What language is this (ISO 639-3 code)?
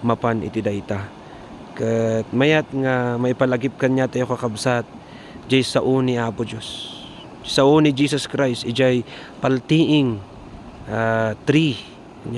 ilo